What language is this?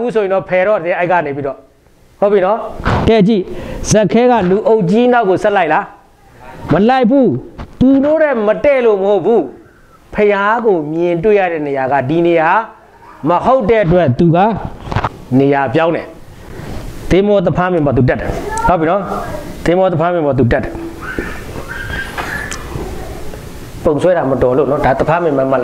Burmese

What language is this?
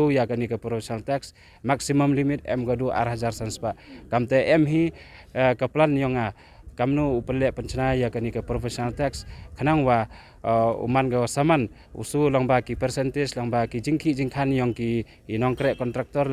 Khasi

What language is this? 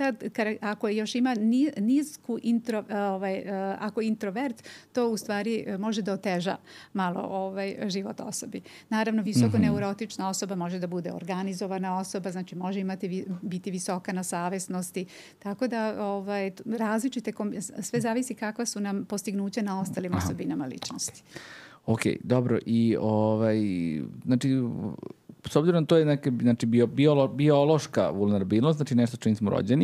Serbian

